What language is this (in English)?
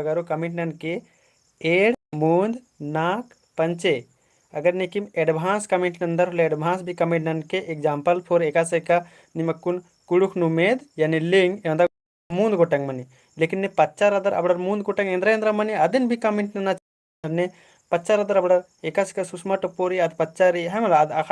Kurukh